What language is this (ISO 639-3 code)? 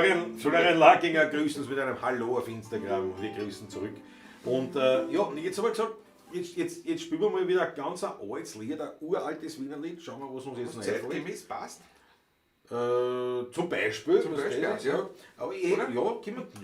bar